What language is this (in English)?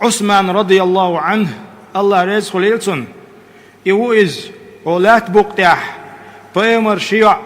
Chechen